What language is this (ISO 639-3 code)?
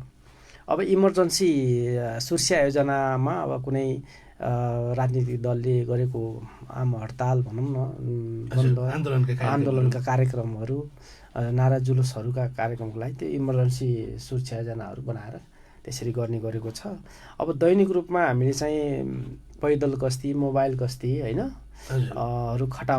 nep